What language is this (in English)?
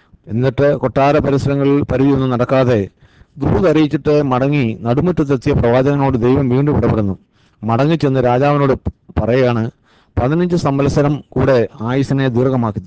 Malayalam